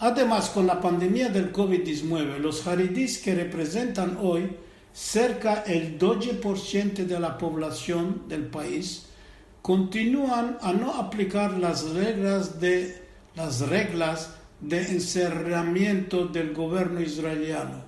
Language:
Ladino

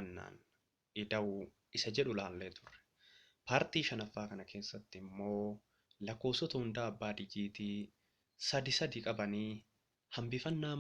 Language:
Oromo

